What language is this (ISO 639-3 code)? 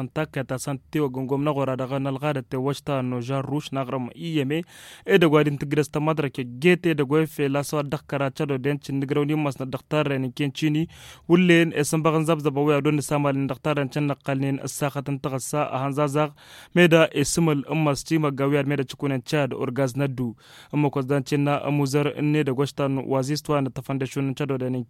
taq